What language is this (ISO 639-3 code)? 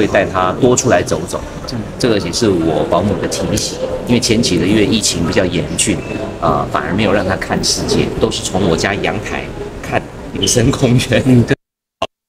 zho